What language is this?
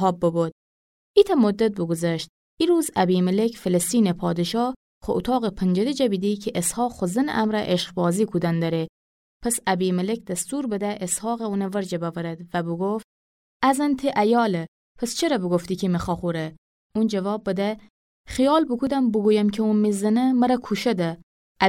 Gilaki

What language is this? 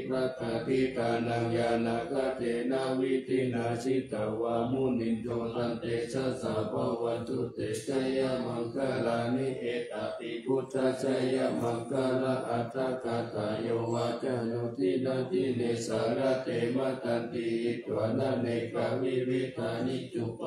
Pali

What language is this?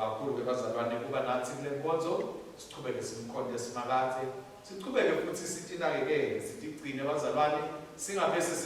Swati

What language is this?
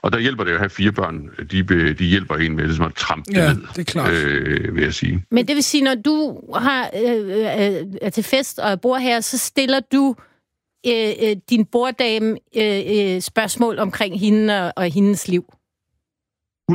Danish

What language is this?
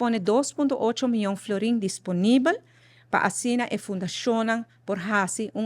Papiamento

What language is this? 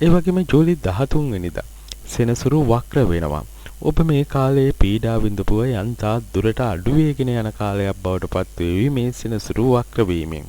Sinhala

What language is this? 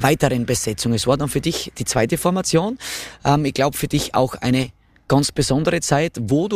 German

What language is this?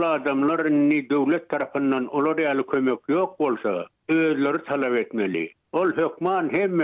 Turkmen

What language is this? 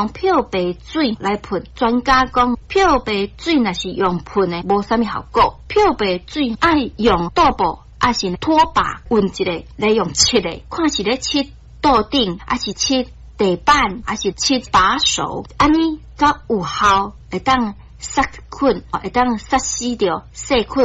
Min Nan Chinese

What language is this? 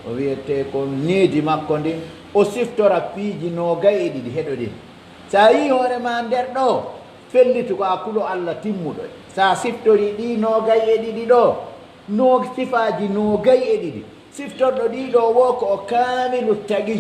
Pular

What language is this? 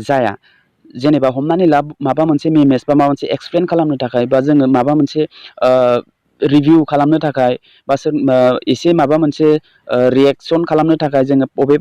Bodo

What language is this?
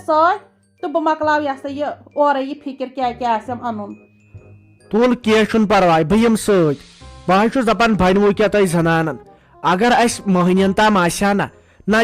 Kashmiri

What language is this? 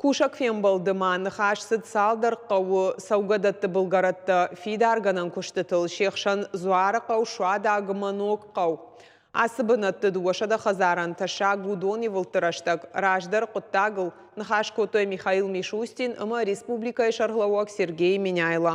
Ossetic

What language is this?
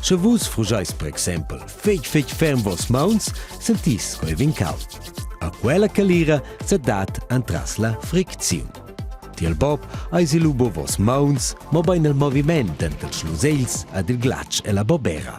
Romansh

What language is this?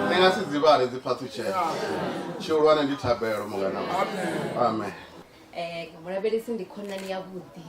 Venda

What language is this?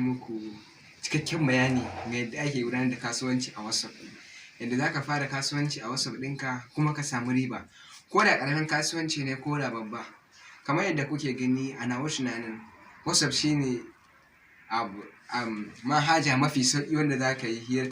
Hausa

